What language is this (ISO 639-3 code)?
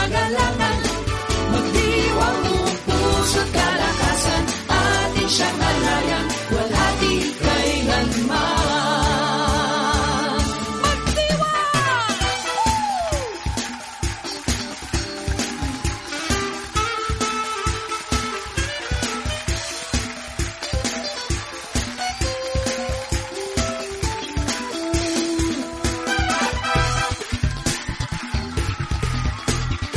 fil